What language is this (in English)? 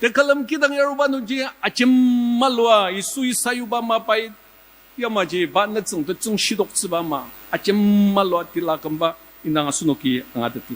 Ao Naga